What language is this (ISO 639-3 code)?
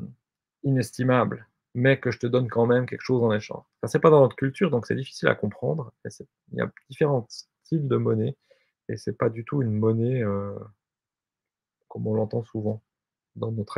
fra